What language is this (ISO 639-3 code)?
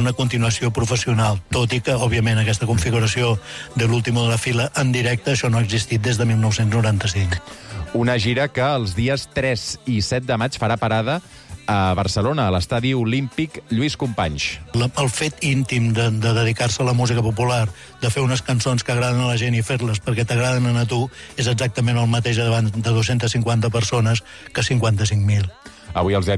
cat